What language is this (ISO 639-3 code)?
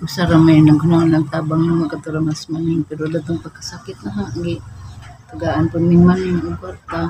ceb